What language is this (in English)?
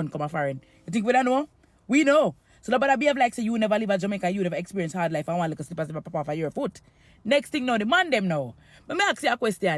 Jamaican Creole English